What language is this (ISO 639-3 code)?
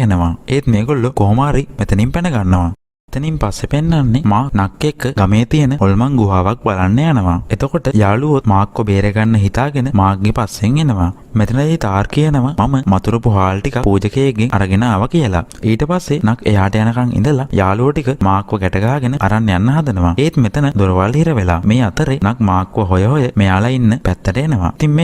sin